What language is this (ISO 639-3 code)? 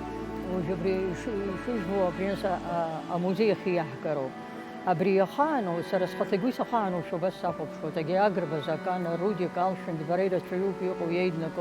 abk